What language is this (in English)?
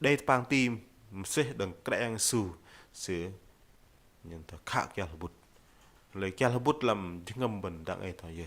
Bahnar